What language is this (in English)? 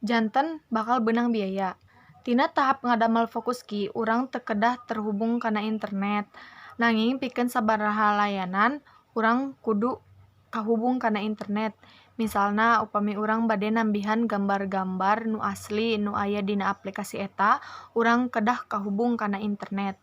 Sundanese